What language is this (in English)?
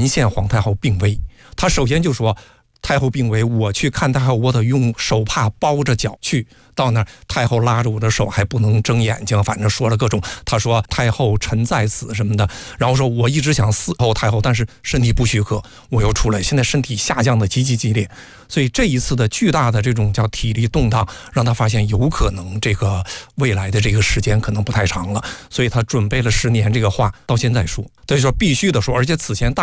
Chinese